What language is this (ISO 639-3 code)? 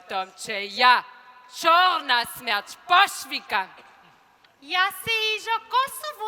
hsb